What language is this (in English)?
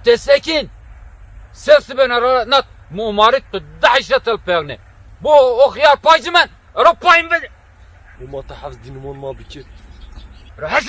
Zaza